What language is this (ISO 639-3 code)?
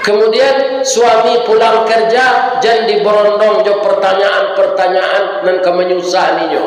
min